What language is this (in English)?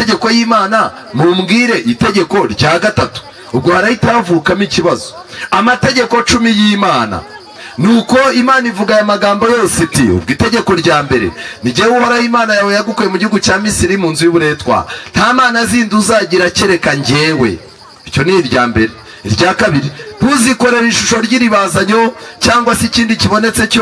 Kinyarwanda